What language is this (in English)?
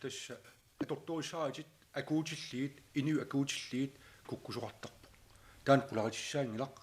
Kalaallisut